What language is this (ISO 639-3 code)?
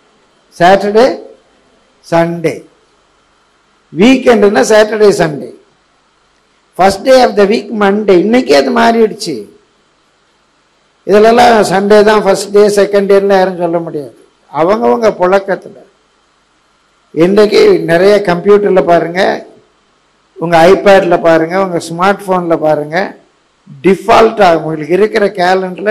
tam